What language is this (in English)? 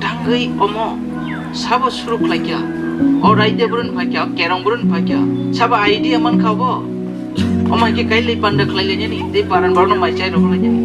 Riang (India)